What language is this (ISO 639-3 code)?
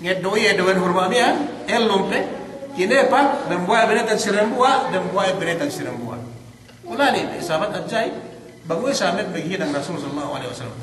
yka